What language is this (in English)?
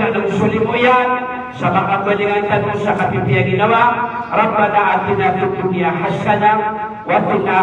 Maranao